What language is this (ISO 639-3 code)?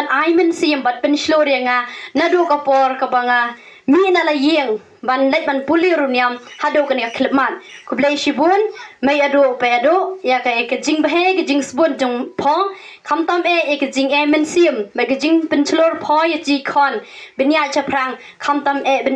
kha